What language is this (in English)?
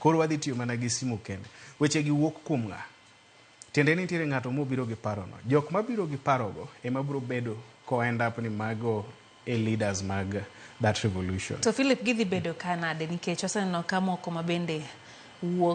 Luo (Kenya and Tanzania)